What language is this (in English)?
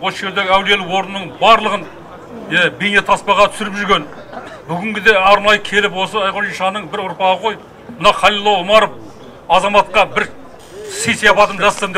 Kazakh